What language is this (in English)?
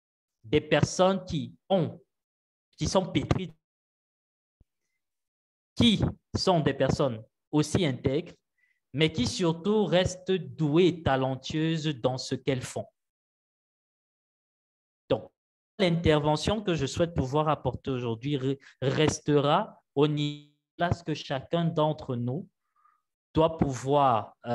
French